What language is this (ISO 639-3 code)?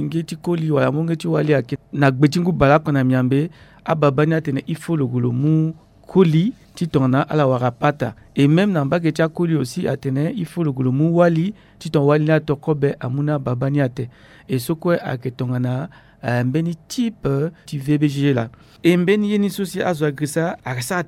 sag